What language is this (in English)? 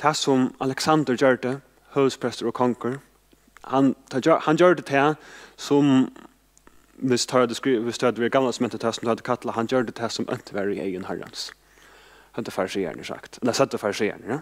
Faroese